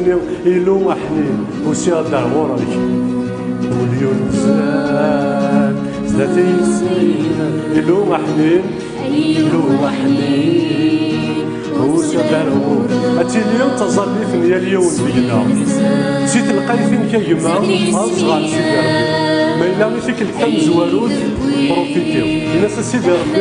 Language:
Kabyle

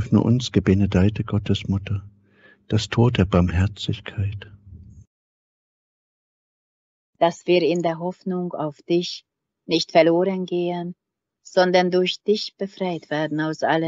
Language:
German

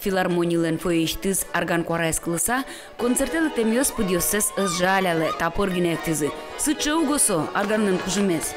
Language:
Udmurt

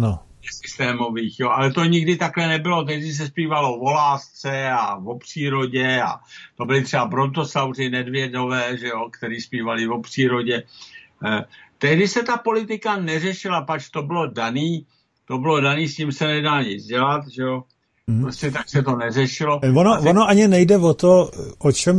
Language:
Czech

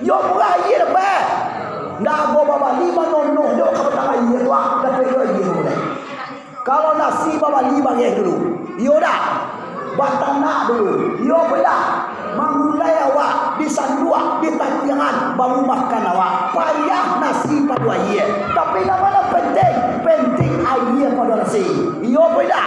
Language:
Minangkabau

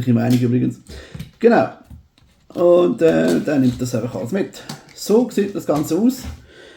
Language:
Swiss German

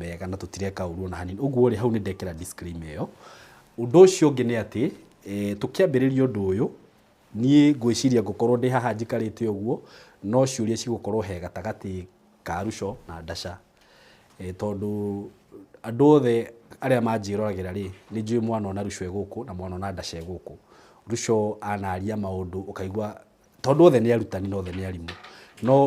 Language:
Kikuyu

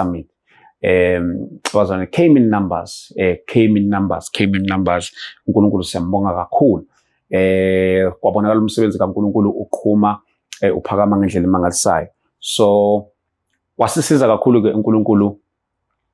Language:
Zulu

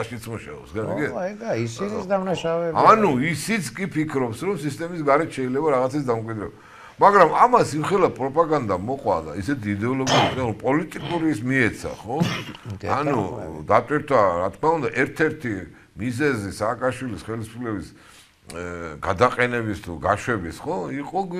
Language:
Georgian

